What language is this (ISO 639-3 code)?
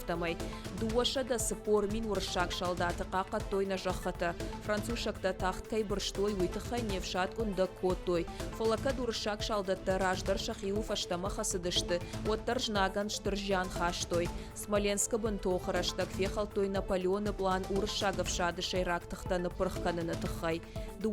oss